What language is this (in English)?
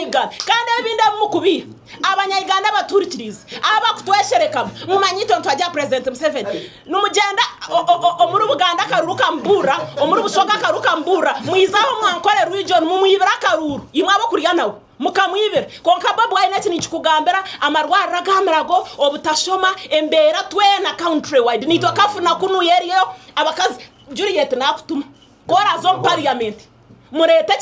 Nyankole